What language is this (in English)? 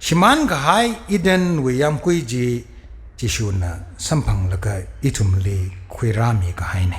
Tangkhul Naga (India)